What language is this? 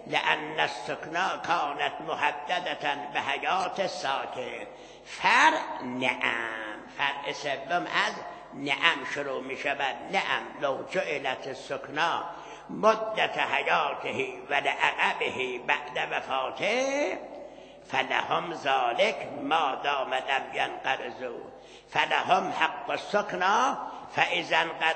Persian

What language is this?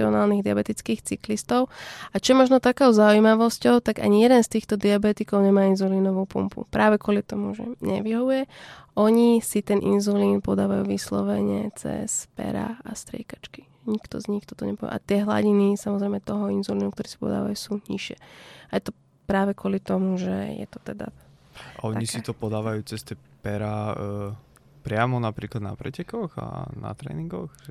Slovak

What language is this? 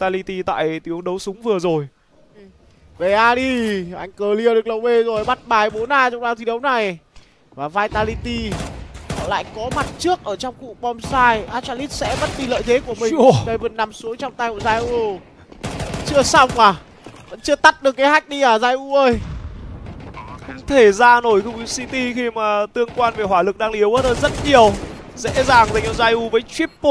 Vietnamese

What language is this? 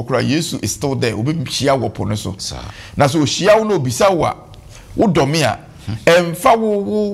Akan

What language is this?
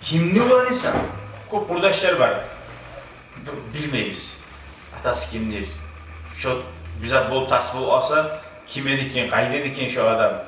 Kumyk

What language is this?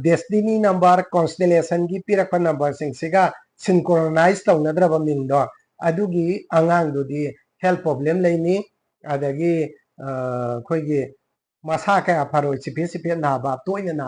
Manipuri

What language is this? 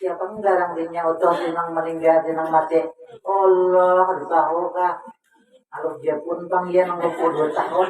Banjar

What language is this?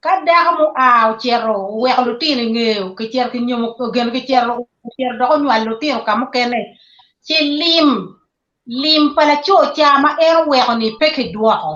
Acoli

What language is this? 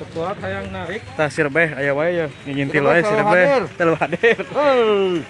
Sundanese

